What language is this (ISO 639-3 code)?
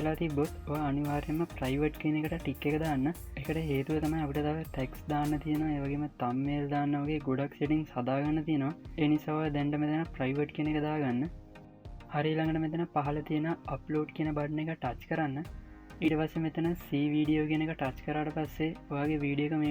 sin